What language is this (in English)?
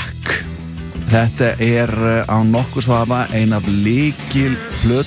Icelandic